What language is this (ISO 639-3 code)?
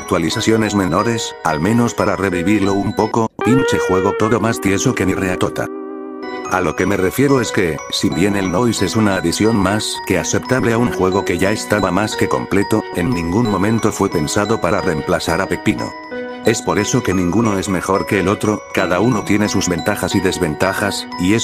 spa